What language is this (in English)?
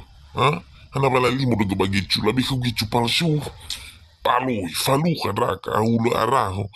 Nias